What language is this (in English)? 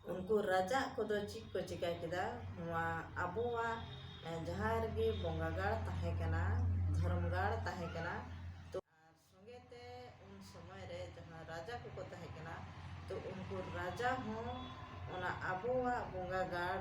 Santali